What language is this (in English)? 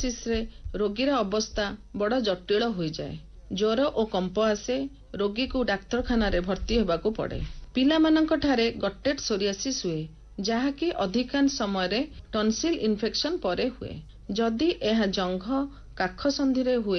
Odia